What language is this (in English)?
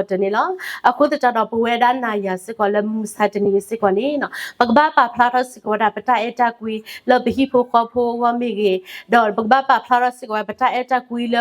S'gaw Karen